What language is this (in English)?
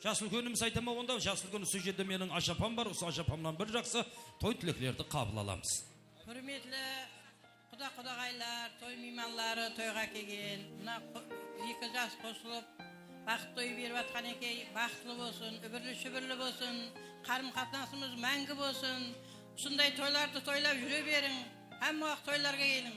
Kara-Kalpak